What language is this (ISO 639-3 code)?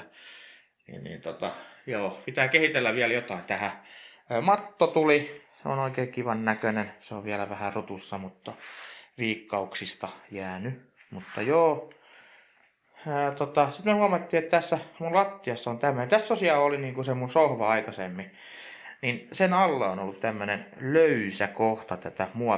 fin